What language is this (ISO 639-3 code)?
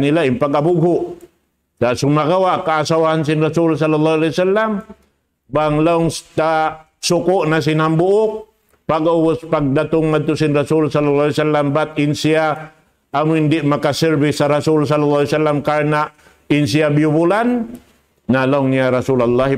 tsg